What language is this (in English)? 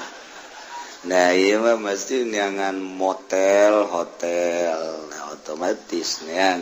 Sundanese